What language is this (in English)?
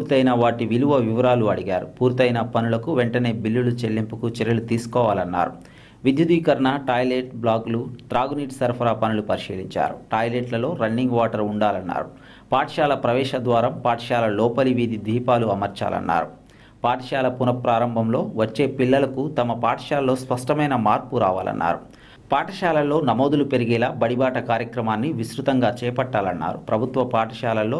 Telugu